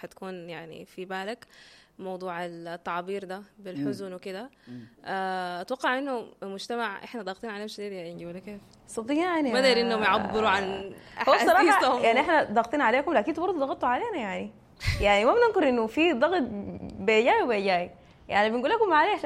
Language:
Sudanese Arabic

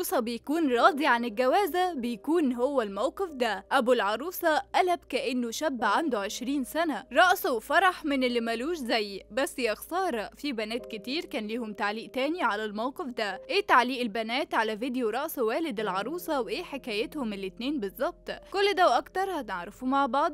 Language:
Egyptian Arabic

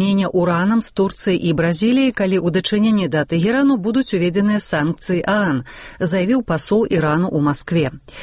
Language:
Belarusian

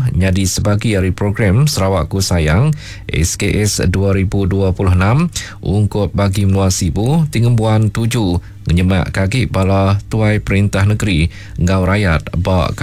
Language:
Iban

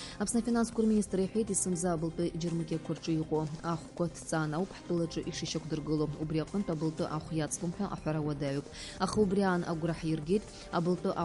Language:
Abkhazian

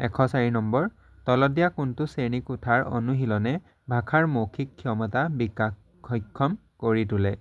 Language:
Assamese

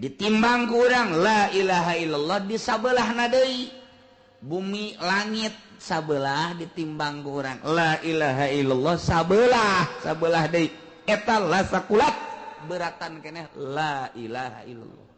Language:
Sundanese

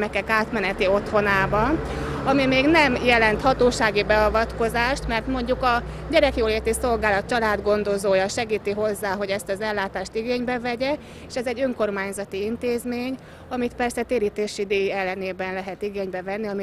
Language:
Hungarian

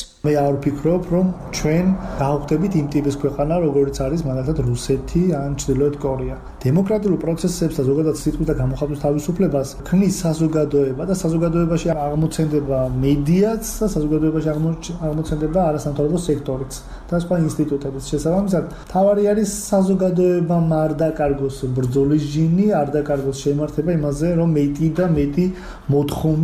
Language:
Georgian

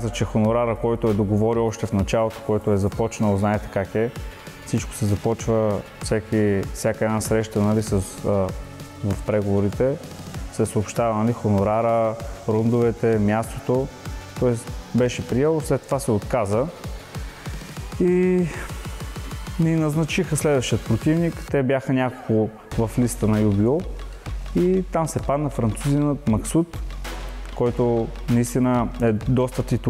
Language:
Bulgarian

